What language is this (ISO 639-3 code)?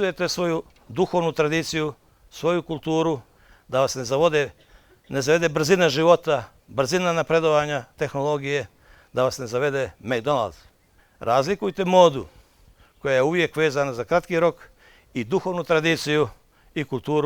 bos